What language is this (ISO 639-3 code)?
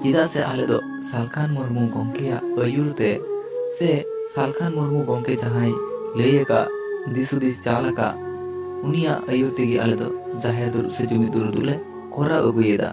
sat